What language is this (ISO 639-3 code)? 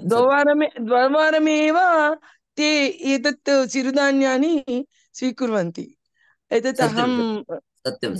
san